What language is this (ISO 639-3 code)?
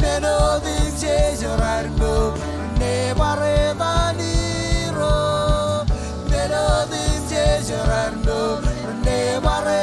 mah